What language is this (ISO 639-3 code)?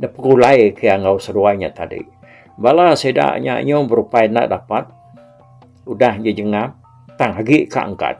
iba